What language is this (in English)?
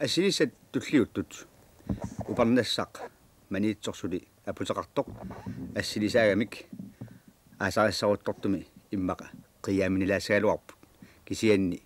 Kalaallisut